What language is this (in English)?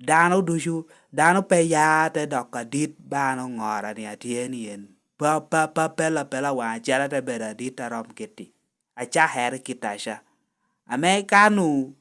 Lango (Uganda)